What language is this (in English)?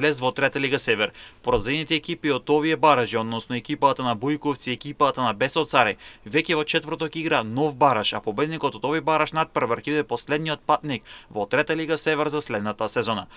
Macedonian